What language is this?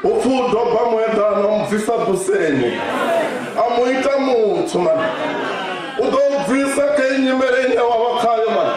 Venda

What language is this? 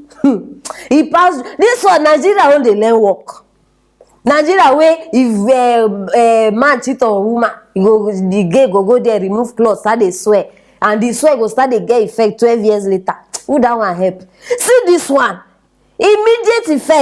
Nigerian Pidgin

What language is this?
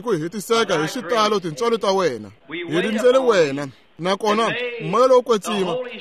Tsonga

